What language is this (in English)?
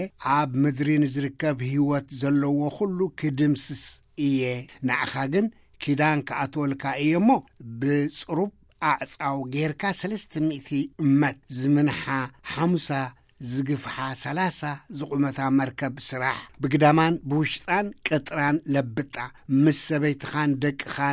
Tigrinya